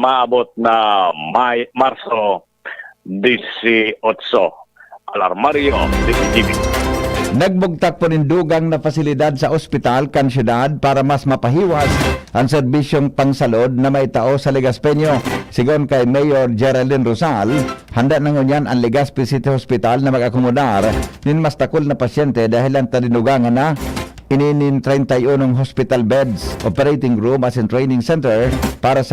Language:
Bikol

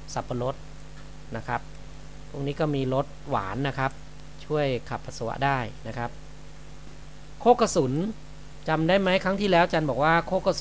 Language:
Thai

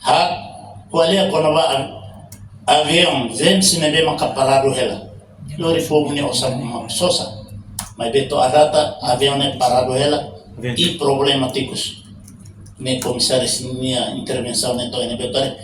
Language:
Tetum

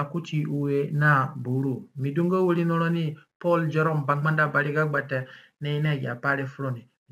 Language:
Zande (individual language)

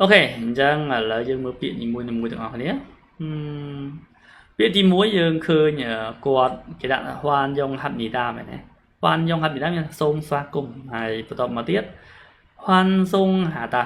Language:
Khmer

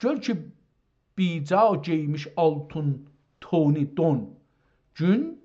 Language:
South Azerbaijani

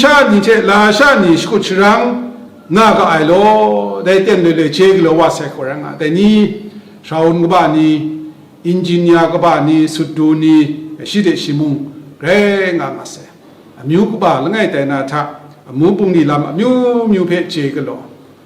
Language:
Kachin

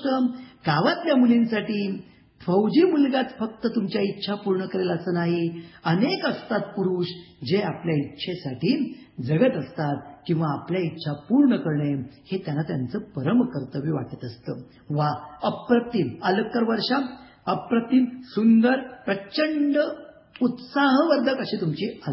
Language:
Marathi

